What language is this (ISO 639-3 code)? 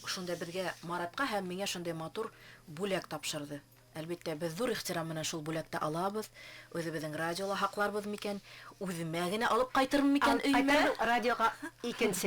bak